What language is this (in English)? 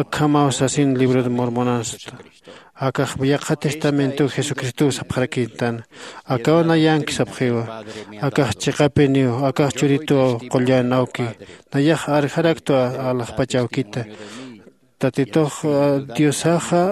Aymara